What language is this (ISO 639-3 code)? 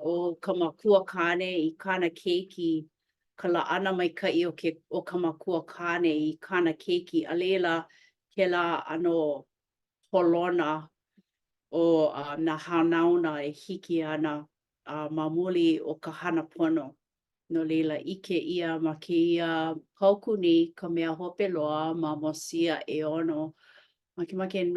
haw